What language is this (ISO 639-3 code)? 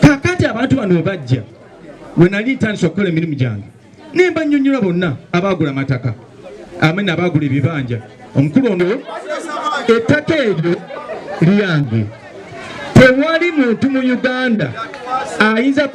lug